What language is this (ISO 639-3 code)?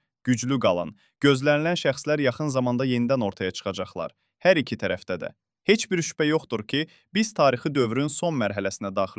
aze